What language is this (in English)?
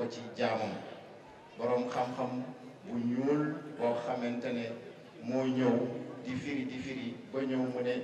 Wolof